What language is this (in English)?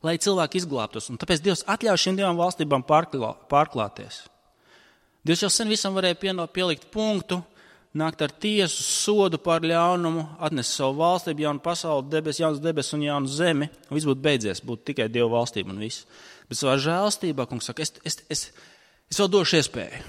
Latvian